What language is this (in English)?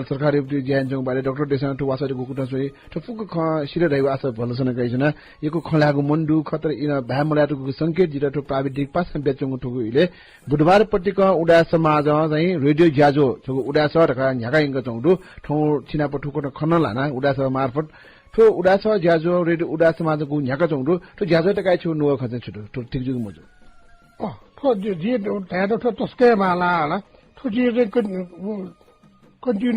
Newari